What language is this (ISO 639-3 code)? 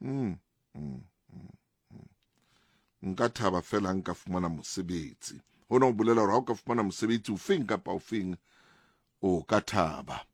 sot